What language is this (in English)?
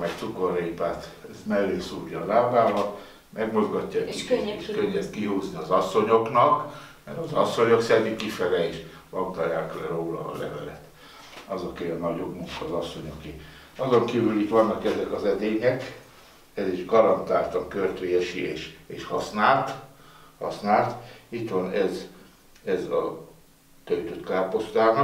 Hungarian